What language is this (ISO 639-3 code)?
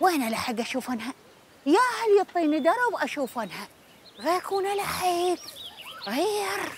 acm